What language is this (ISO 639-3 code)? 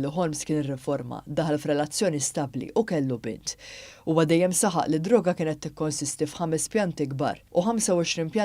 mlt